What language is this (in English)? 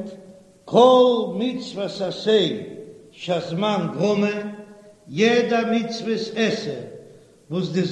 Yiddish